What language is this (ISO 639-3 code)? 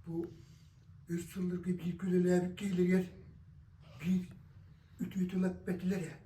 sah